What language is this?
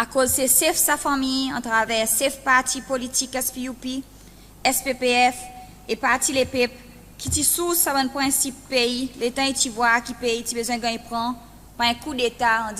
Seselwa Creole French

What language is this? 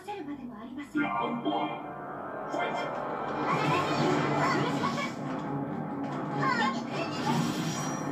Japanese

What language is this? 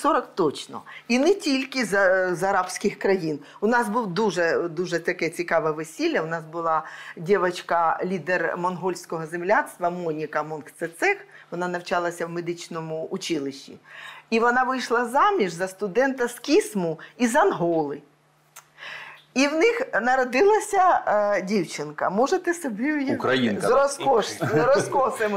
Ukrainian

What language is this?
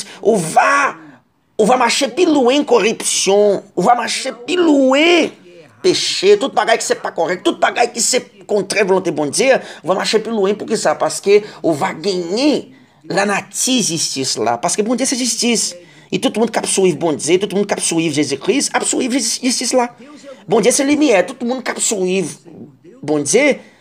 Haitian Creole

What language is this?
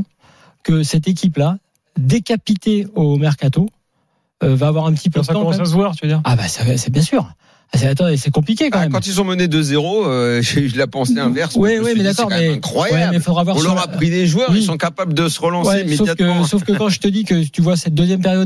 French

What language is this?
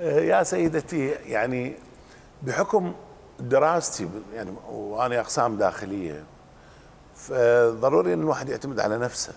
Mesopotamian Arabic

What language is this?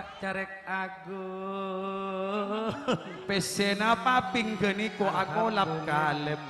Madurese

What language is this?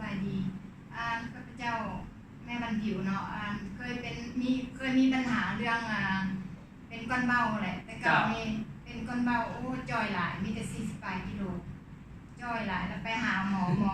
Lao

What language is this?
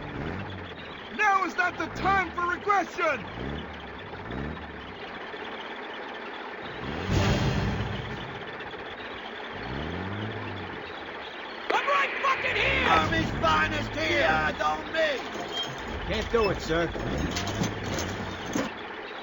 English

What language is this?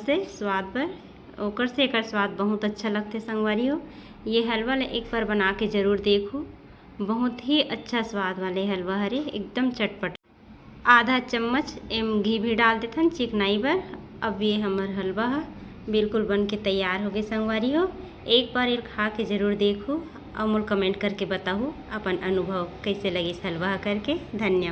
Chhattisgarhi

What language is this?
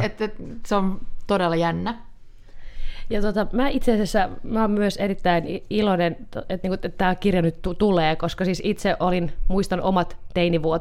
Finnish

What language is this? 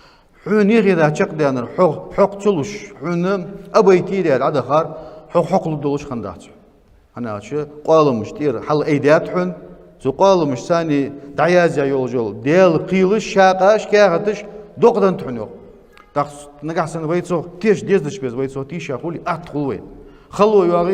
Ingush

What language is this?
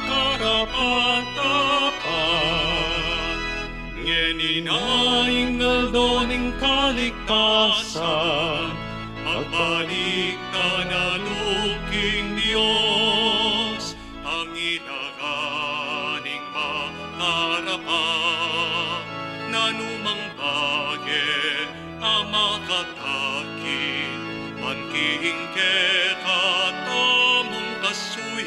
Pampanga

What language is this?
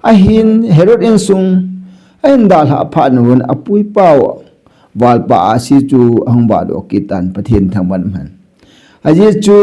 Thado Chin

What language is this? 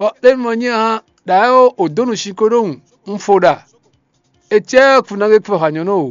Fon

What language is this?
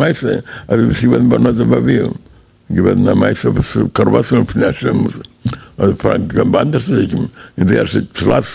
Yiddish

